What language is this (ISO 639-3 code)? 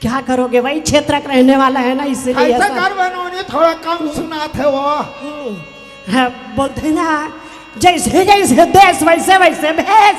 hne